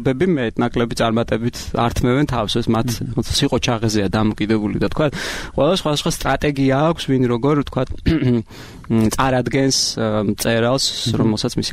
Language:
Georgian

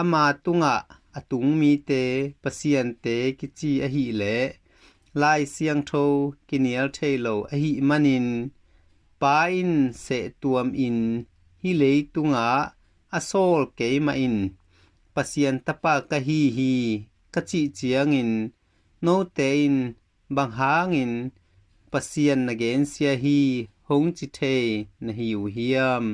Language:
Tedim Chin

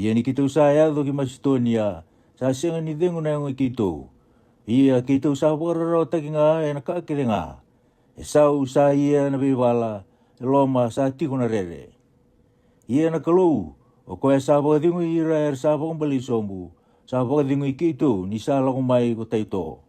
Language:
Fijian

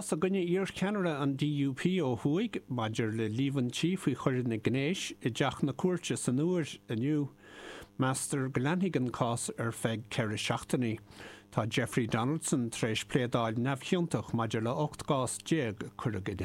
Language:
Irish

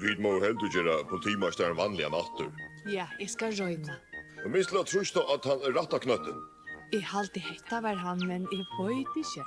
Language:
Faroese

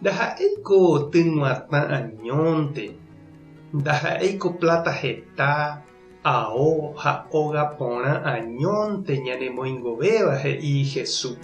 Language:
Guarani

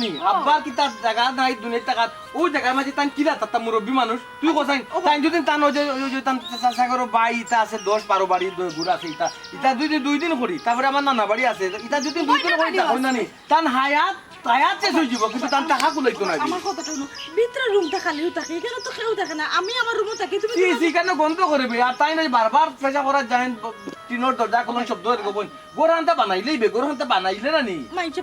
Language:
Sylheti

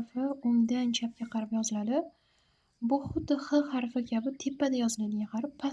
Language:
Uzbek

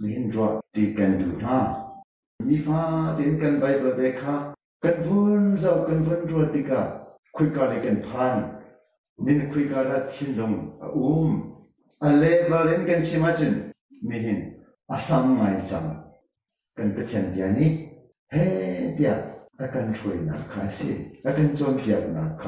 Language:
Hakha Chin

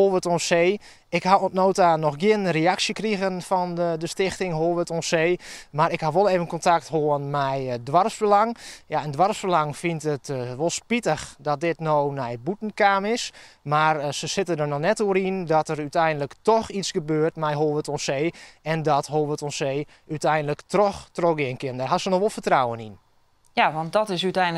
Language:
Western Frisian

